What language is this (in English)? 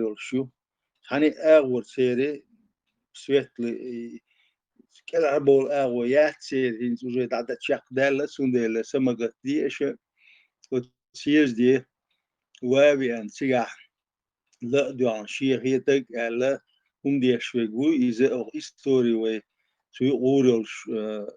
Chechen